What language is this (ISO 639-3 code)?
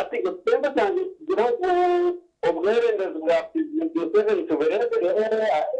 nyn